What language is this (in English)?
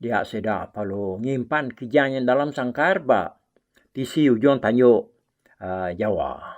Iban